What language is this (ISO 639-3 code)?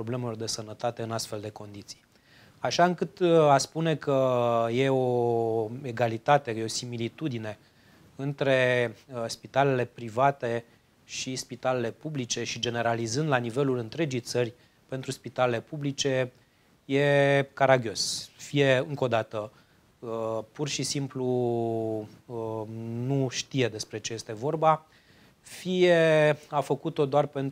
ron